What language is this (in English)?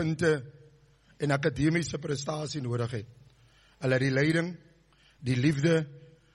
Afrikaans